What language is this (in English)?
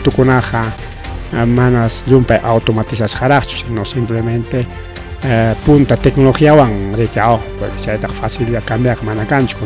Ayacucho Quechua